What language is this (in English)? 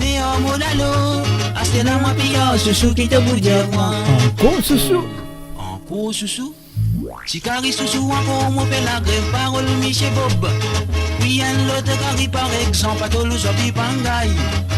Morisyen